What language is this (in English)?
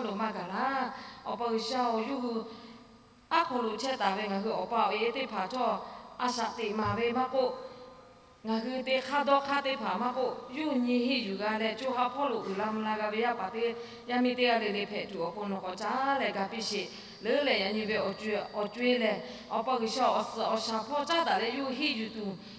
Lahu